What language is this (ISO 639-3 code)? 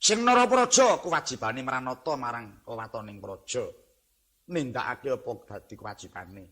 jav